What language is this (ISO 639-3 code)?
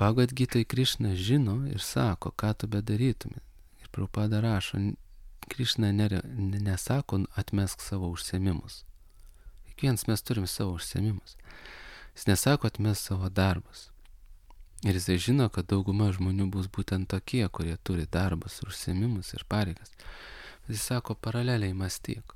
lit